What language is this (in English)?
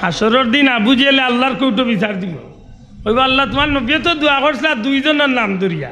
Sylheti